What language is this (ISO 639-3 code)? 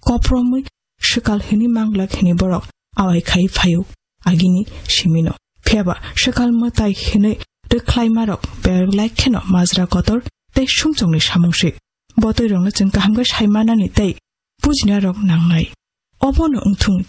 trp